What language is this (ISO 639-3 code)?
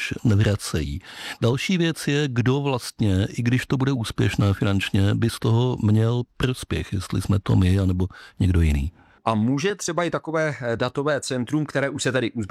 ces